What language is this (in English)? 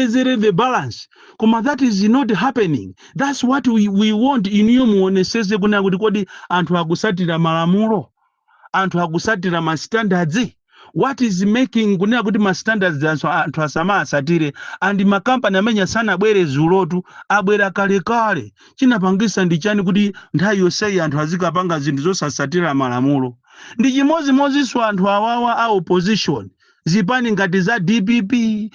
Nyanja